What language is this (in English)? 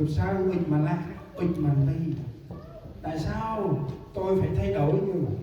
Central Mnong